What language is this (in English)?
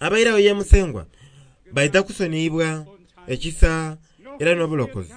Soga